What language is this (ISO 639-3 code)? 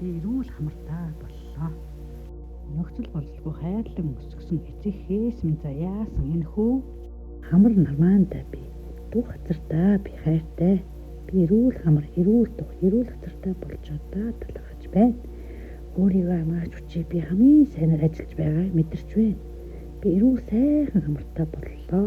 mon